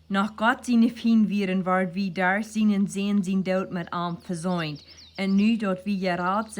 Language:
Plautdietsch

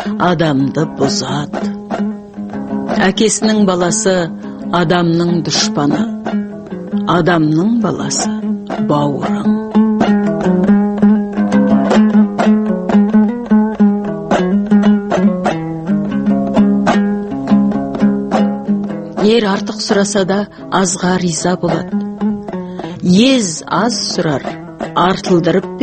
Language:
Kazakh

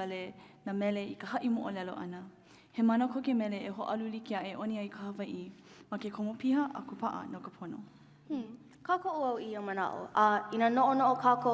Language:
Hawaiian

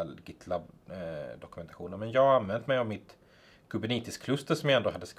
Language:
Swedish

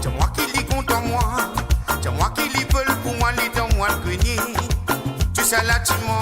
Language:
Morisyen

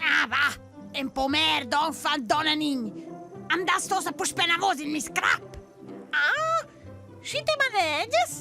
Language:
Romansh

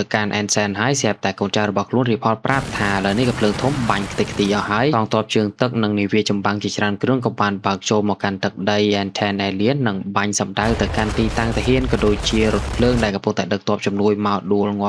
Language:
Khmer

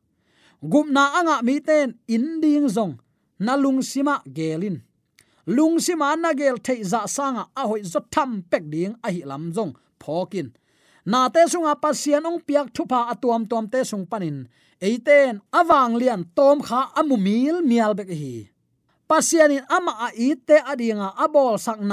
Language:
Tedim Chin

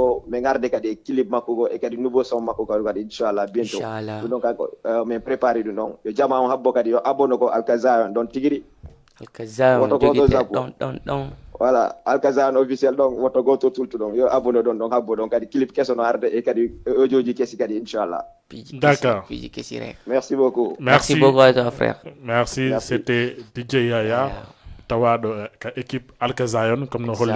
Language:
Fula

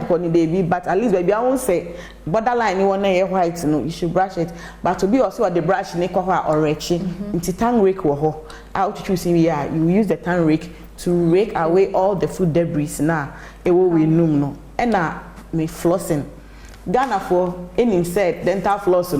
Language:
Akan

